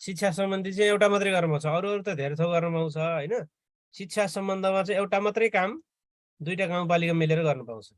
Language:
Nepali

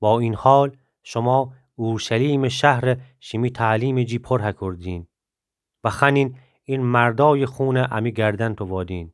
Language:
Gilaki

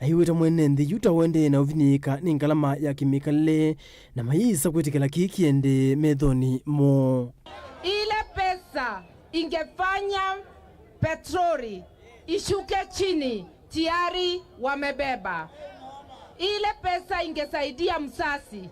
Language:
Kamba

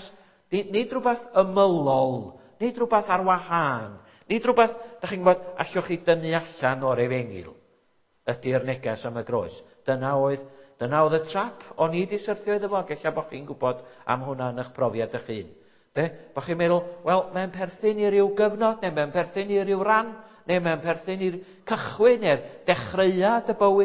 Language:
Welsh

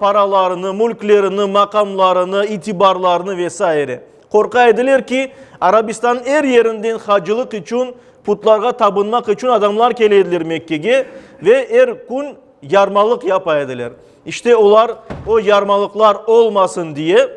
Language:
Crimean Tatar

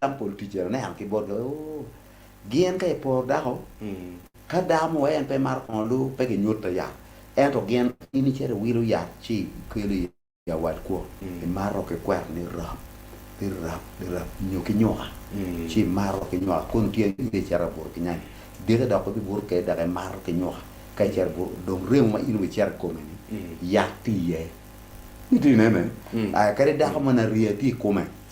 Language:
Acoli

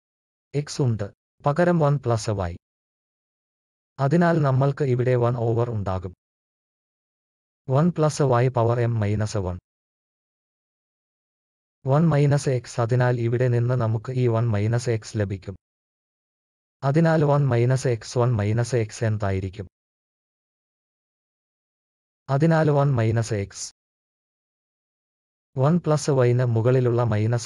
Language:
Malayalam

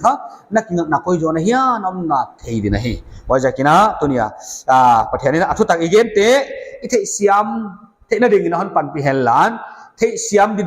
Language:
Paite Chin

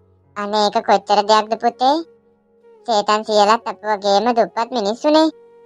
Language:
Sinhala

